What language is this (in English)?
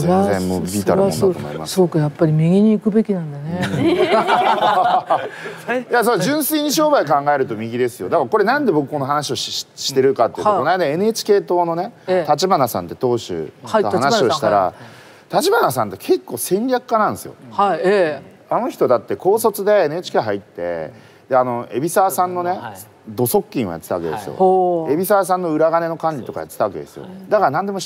Japanese